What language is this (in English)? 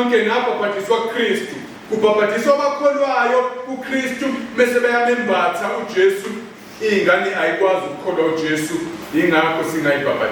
Zulu